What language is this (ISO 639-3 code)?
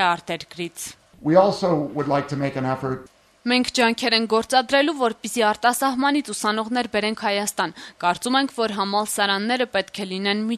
hye